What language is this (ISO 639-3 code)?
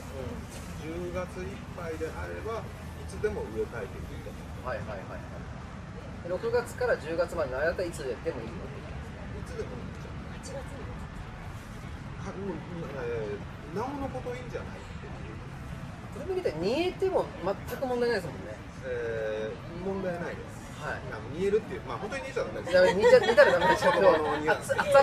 jpn